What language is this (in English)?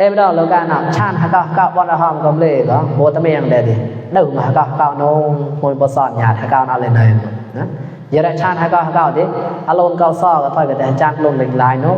Mon